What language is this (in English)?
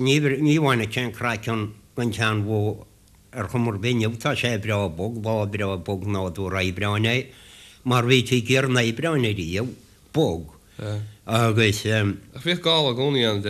Irish